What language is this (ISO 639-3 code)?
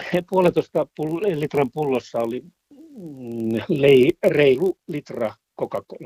fin